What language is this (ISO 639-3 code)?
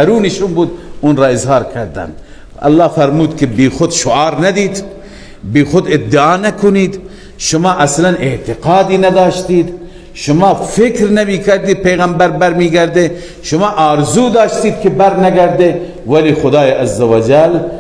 fas